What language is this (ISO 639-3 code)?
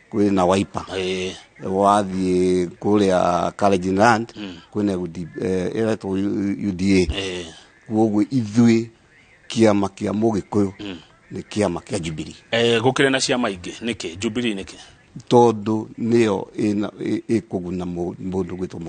kik